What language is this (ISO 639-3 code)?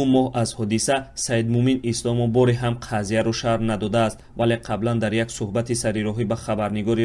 tgk